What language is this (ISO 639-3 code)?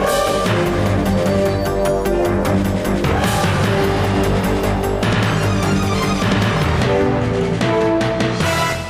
inh